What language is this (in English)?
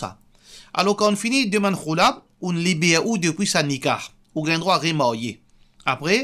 Morisyen